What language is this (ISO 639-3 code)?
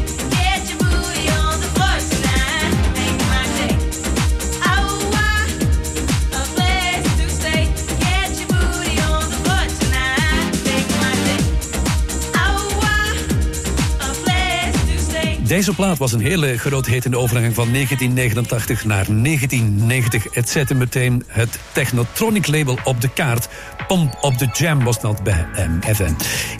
nld